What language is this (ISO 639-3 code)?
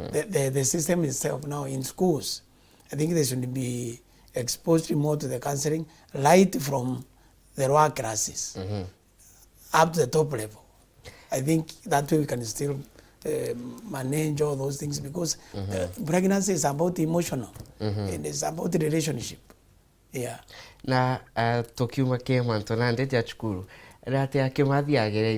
mer